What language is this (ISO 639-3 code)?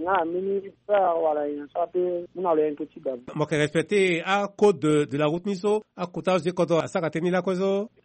sag